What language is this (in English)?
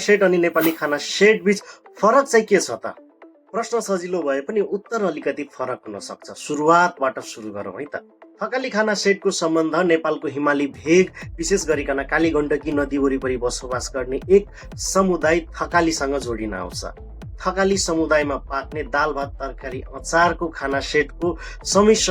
Nepali